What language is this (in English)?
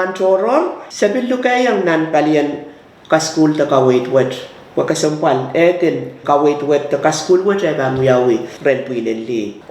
Pohnpeian